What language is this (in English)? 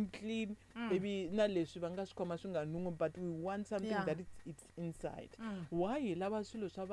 Tsonga